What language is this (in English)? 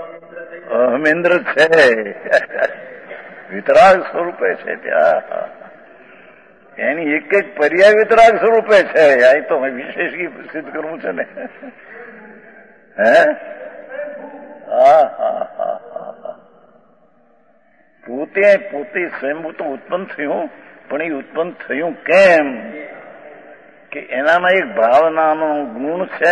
Gujarati